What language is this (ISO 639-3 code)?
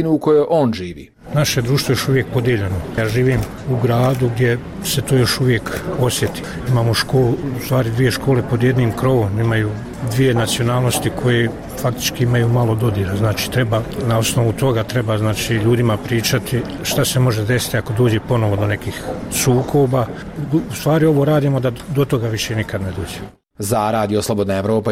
bos